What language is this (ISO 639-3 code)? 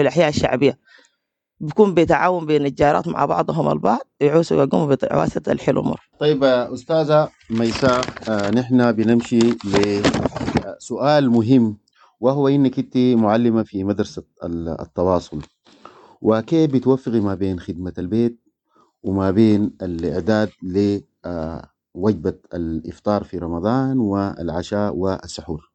apd